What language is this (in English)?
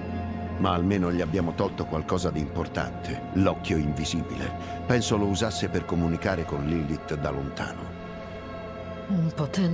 Italian